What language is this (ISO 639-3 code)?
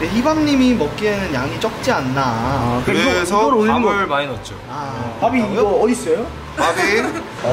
kor